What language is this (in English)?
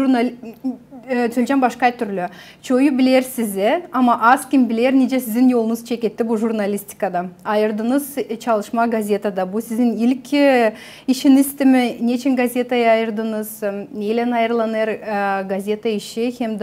Gagauz